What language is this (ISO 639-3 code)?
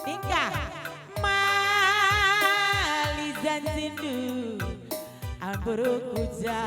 btx